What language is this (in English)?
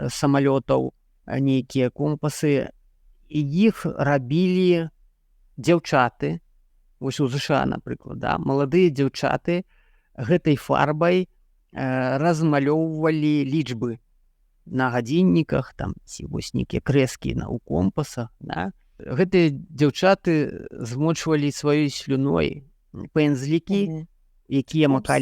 Belarusian